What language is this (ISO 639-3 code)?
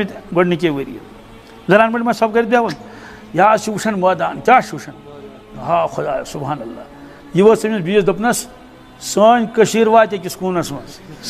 kas